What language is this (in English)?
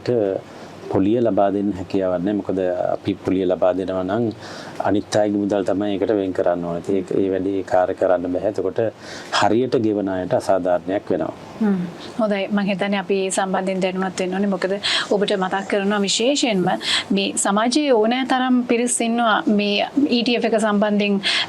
Sinhala